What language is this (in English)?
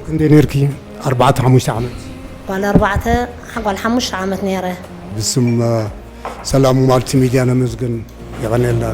Tigrinya